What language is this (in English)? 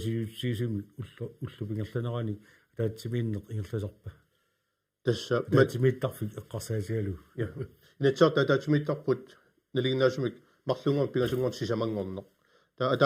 Kalaallisut